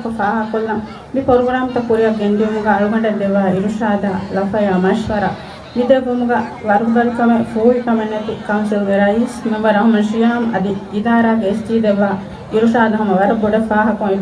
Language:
Divehi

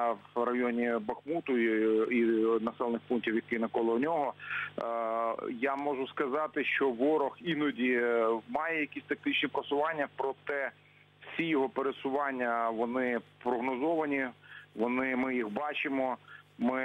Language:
Ukrainian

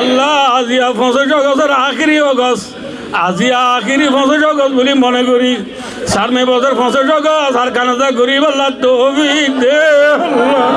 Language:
Rohingya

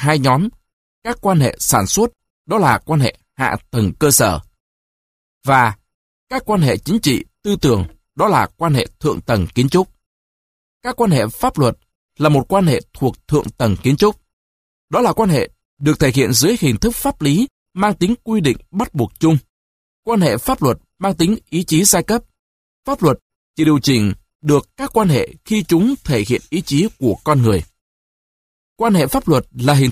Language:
Vietnamese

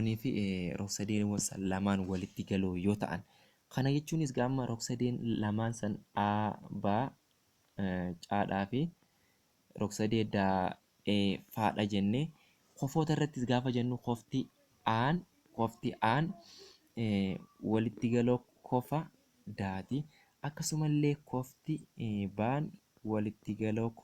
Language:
Oromo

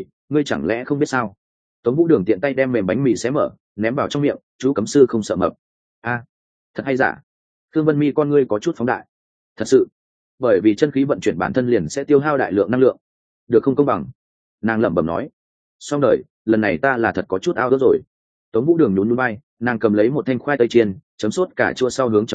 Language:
Vietnamese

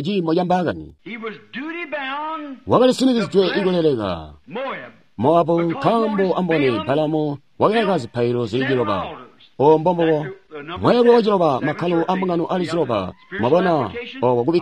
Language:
Tonga (Zambia)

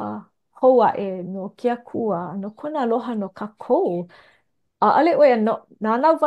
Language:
Hawaiian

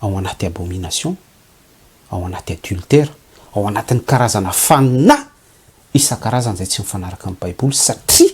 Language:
Malagasy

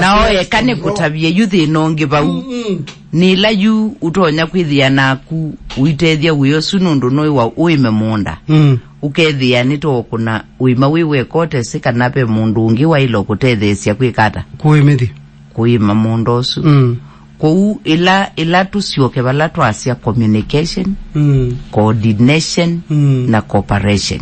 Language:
Kamba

